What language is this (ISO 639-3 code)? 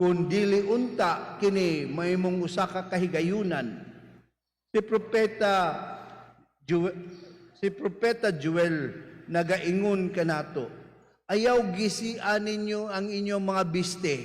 ceb